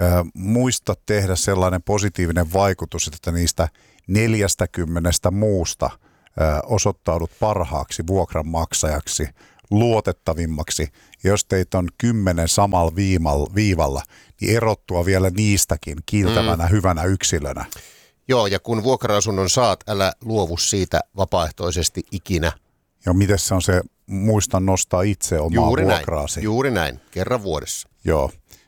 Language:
Finnish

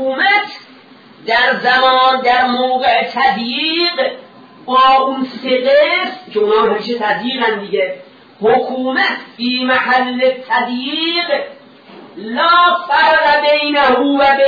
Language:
Persian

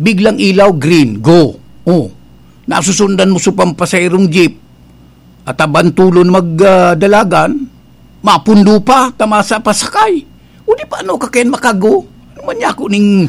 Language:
Bikol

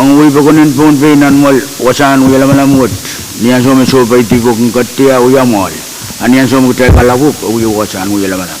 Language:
Pohnpeian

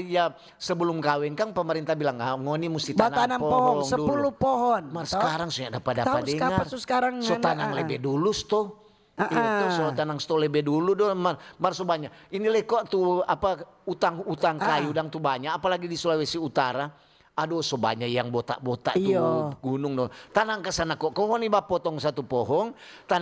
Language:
Manado Malay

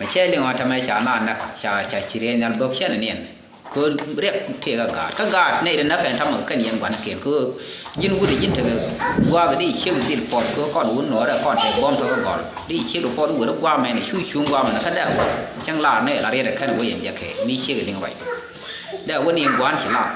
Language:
Nuer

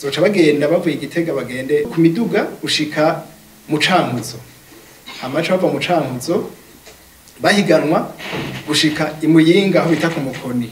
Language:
Rundi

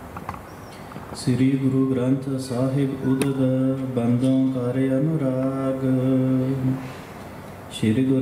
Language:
Punjabi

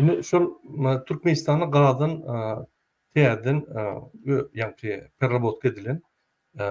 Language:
Turkmen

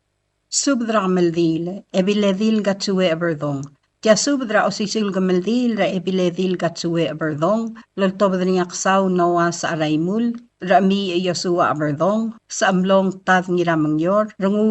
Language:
Palauan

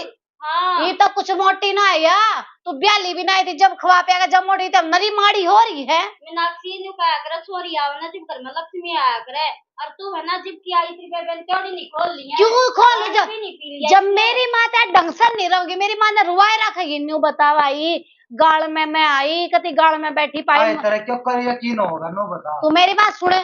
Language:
Haryanvi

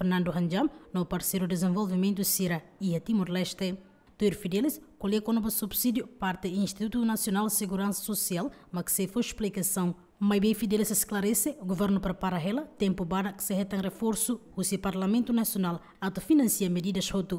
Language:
Tetum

